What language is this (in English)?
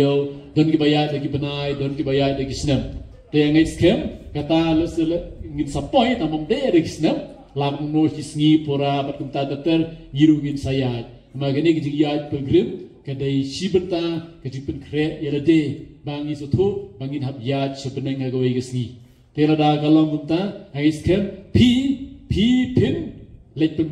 Khasi